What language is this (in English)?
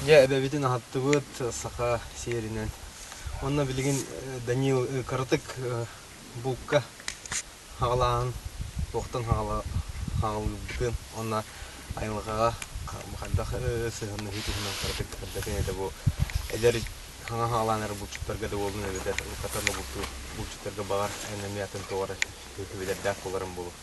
Yakut